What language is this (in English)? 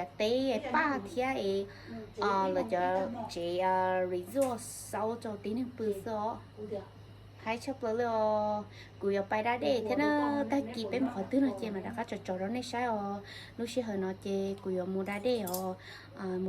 Hmong